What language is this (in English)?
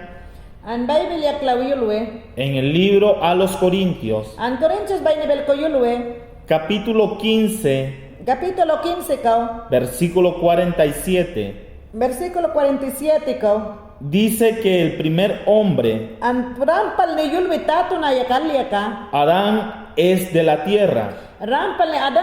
Mayangna